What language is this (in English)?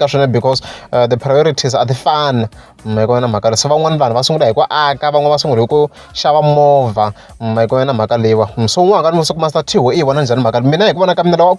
Tsonga